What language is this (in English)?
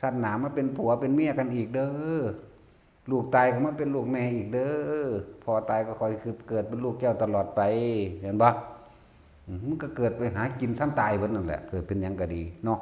Northeastern Thai